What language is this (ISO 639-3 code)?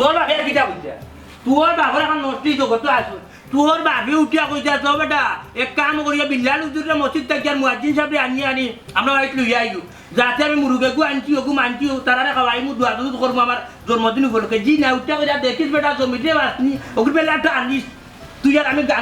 syl